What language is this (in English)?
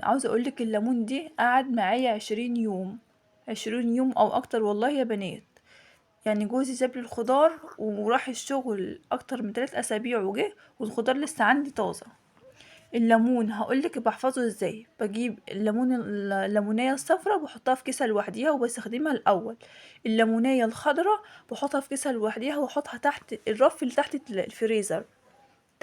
Egyptian Arabic